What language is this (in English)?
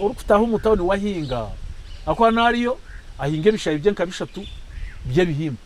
Nyankole